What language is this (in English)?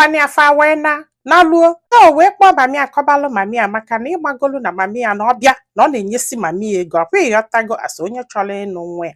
Igbo